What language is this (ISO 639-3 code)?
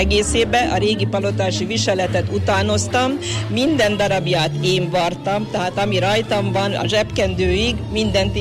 hun